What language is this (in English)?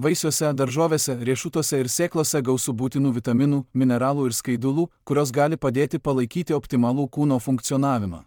Lithuanian